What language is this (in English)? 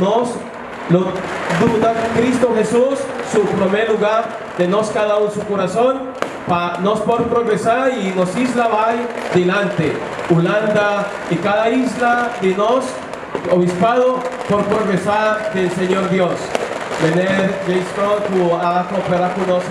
Papiamento